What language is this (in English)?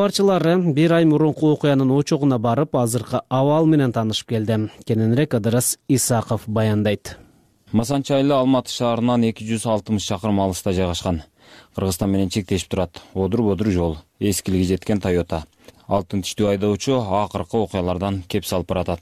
Kyrgyz